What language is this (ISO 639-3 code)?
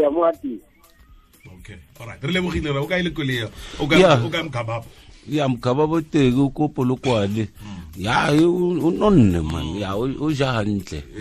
tsn